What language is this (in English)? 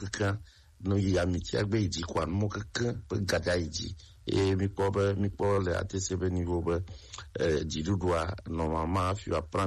Gen